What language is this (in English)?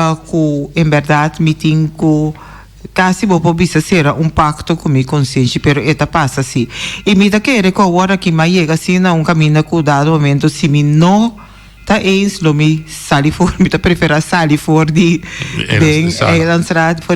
Papiamento